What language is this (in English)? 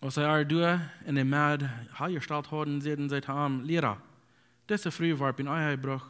Plautdietsch